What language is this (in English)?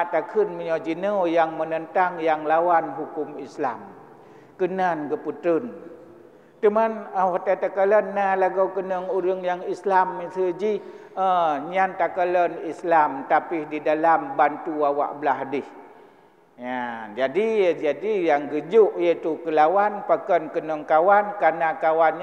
Achinese